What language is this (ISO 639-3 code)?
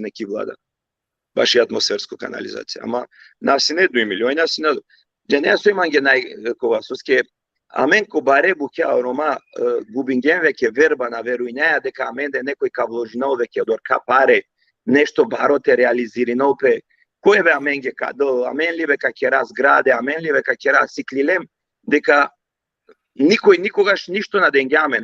rmn